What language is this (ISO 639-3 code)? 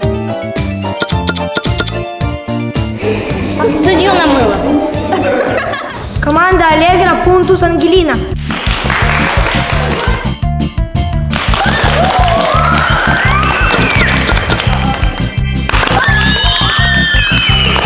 rus